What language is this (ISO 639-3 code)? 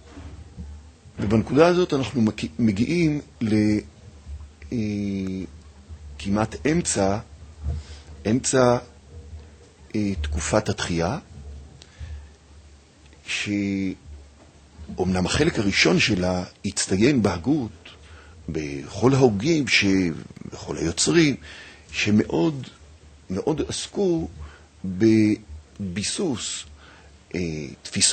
heb